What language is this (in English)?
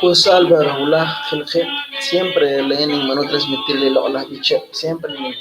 Kekchí